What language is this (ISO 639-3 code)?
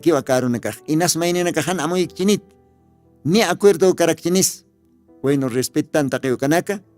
aym